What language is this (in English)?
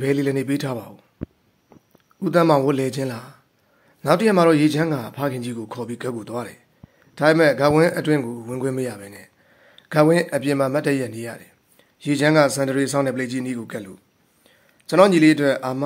Burmese